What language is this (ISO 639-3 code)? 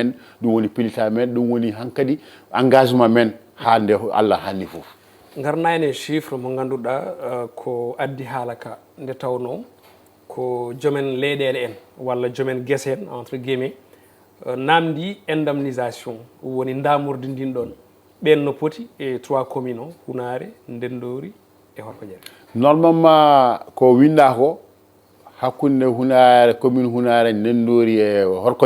ful